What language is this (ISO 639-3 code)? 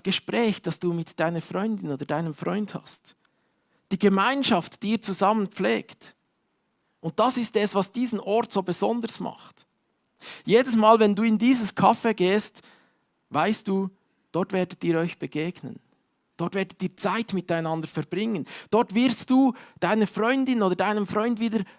gsw